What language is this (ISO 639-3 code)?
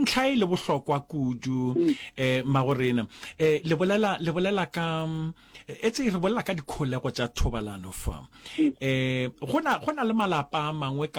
nso